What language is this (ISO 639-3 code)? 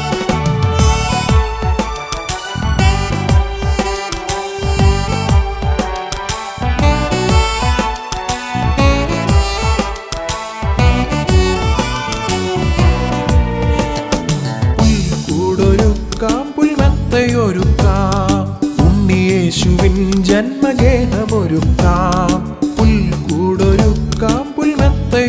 mal